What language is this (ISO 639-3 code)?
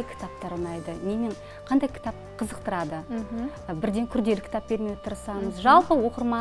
kaz